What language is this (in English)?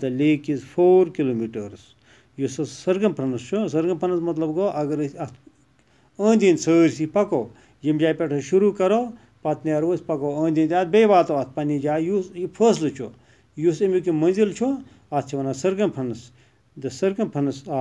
Kashmiri